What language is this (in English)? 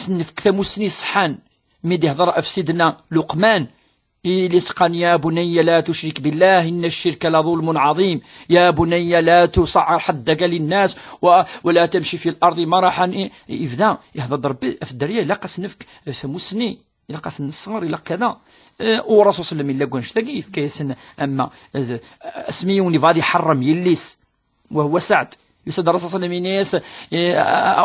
Kabyle